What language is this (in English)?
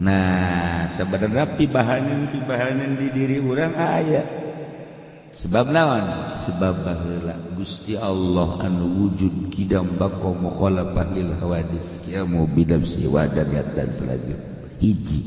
Sundanese